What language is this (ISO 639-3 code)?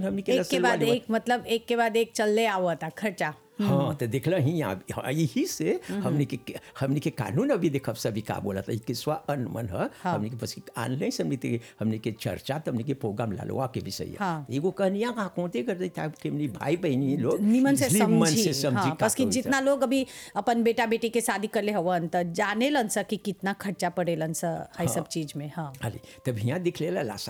bho